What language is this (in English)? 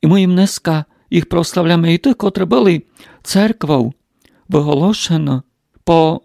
Rusyn